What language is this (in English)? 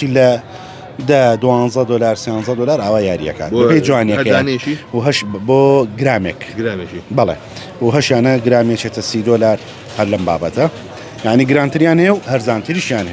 Central Kurdish